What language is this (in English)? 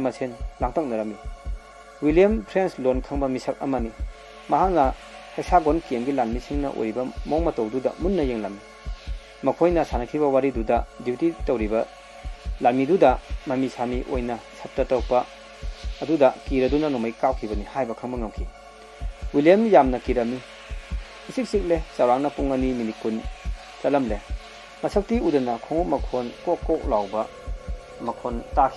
Manipuri